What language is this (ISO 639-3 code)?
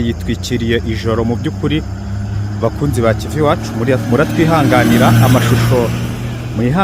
kin